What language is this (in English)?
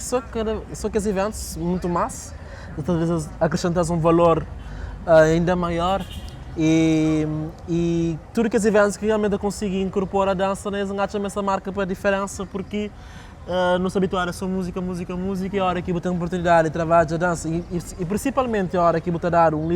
Kabuverdianu